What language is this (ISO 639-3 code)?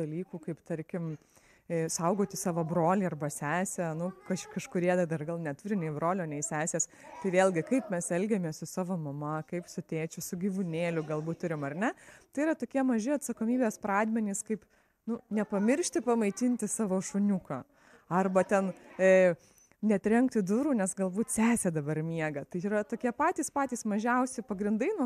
lit